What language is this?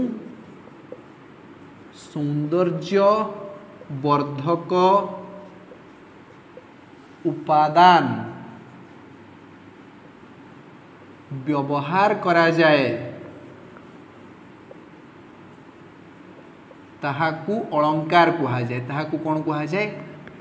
Odia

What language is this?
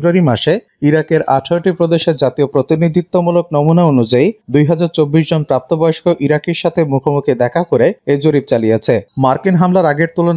Bangla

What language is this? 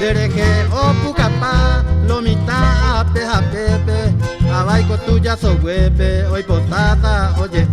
Guarani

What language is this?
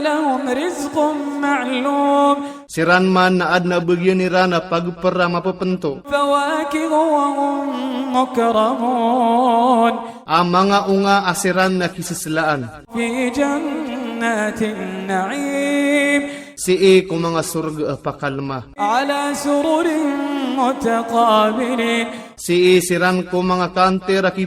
Maranao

